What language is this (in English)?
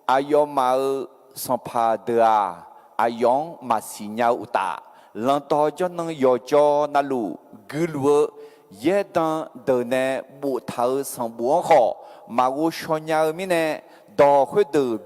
Akha